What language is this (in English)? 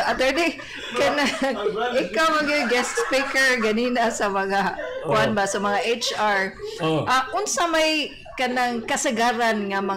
Cebuano